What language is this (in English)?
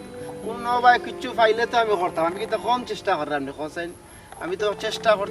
Sylheti